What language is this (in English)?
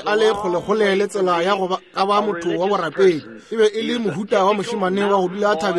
Northern Sotho